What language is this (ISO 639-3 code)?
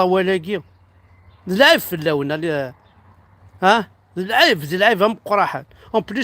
kab